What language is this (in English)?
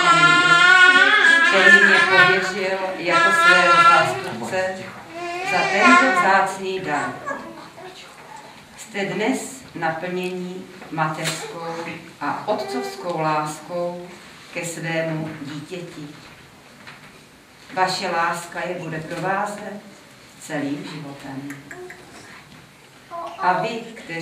Czech